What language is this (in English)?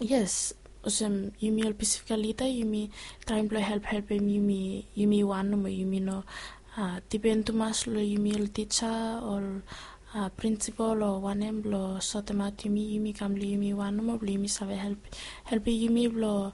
Bislama